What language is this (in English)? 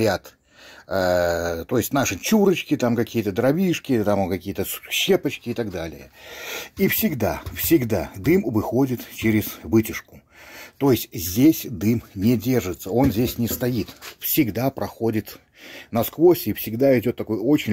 Russian